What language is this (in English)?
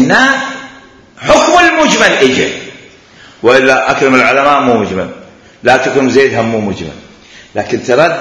Mesopotamian Arabic